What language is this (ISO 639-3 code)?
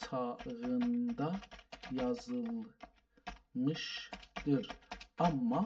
azb